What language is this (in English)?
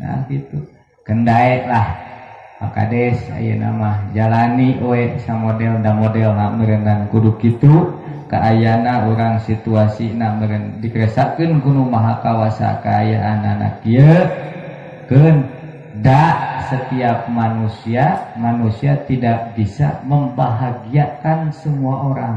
Sundanese